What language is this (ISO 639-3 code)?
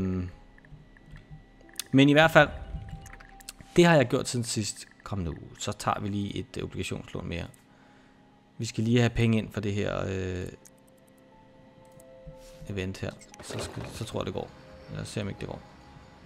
dan